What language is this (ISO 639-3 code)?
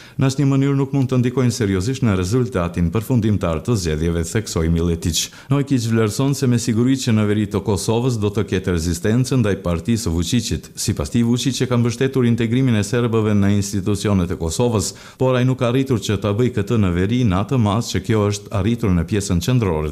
sqi